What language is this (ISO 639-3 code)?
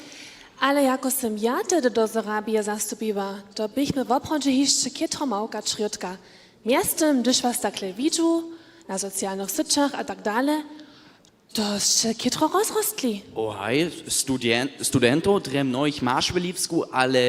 hsb